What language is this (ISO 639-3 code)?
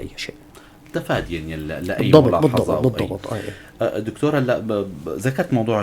apc